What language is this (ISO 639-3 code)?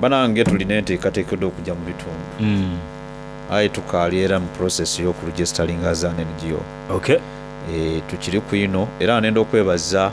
xog